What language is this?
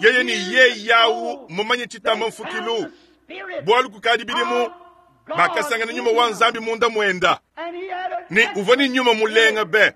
Luba-Lulua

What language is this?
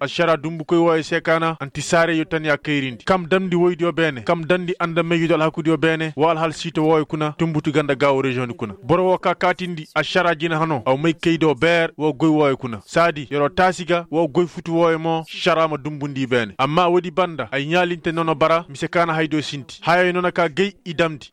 Koyraboro Senni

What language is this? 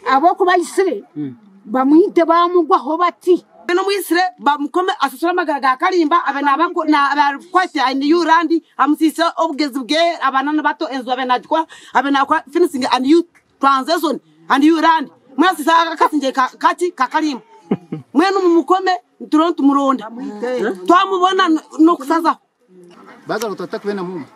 Nyankole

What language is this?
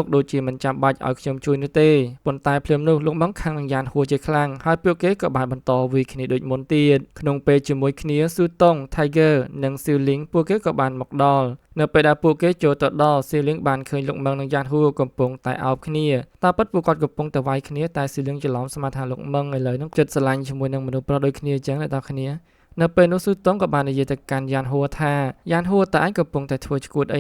Khmer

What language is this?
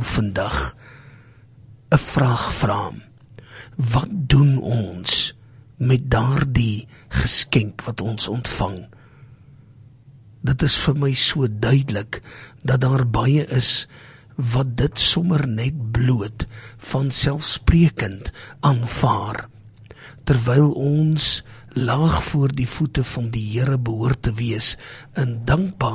Afrikaans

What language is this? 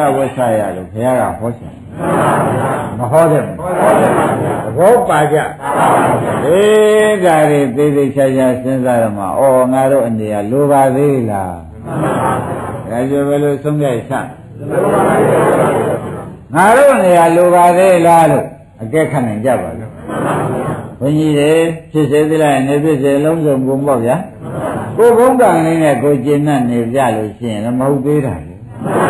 Burmese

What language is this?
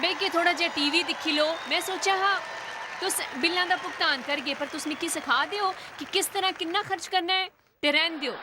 Dogri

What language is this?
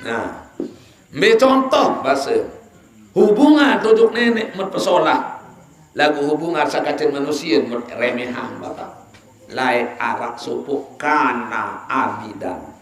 Sasak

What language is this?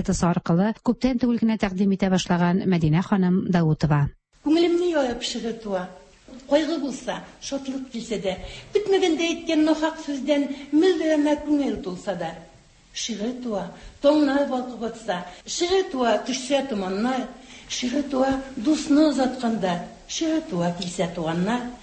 Tatar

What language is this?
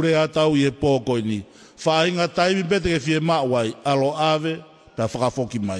Tongan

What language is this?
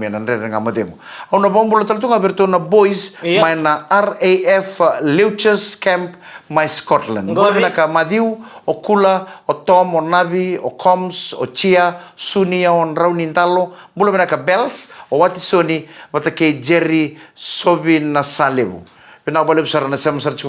Fijian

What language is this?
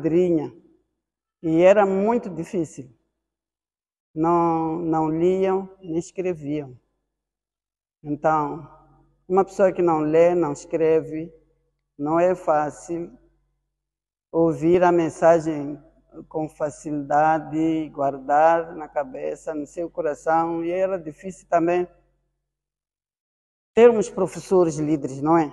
Portuguese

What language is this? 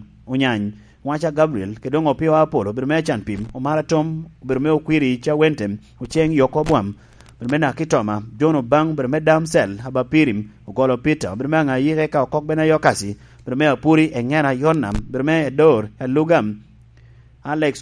Lango (Uganda)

